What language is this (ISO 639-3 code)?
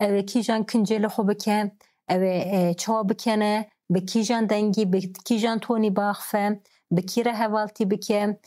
kur